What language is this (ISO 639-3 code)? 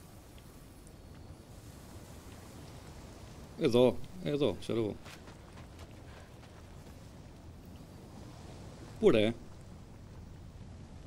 ell